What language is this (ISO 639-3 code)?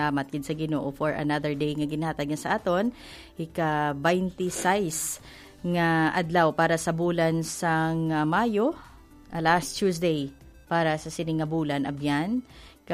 hil